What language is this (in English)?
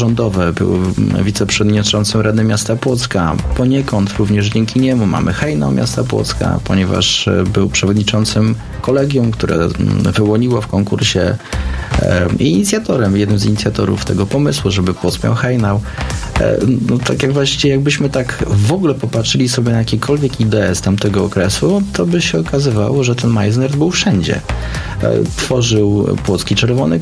Polish